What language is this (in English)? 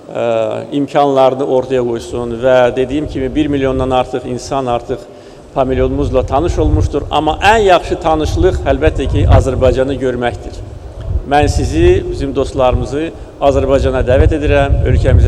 Azerbaijani